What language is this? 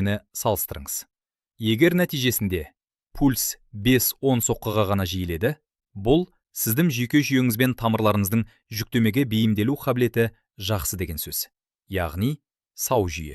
Kazakh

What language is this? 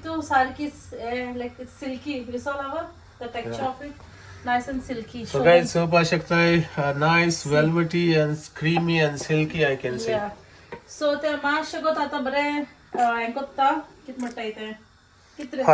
Konkani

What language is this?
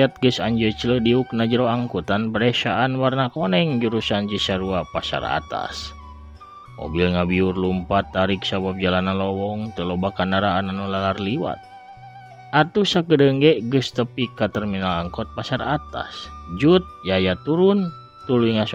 Sundanese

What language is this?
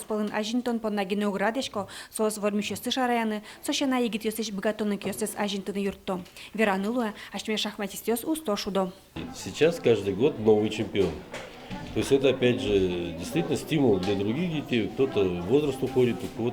Udmurt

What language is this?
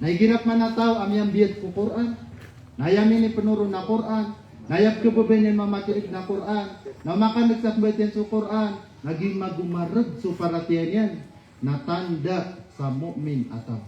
Maranao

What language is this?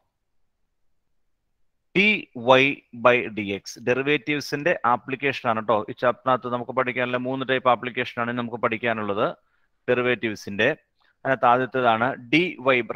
Malayalam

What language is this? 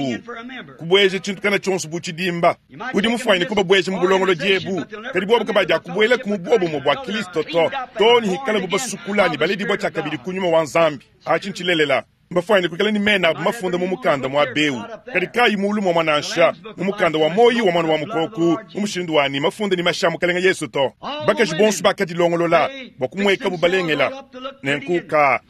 Luba-Lulua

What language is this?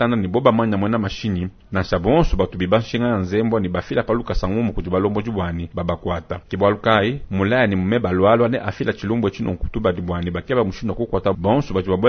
Luba-Lulua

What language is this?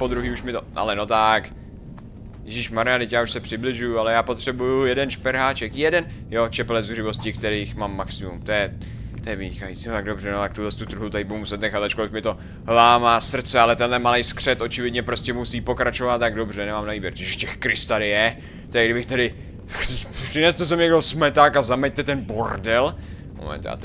Czech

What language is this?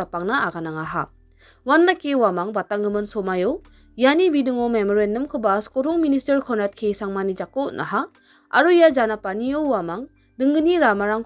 Garo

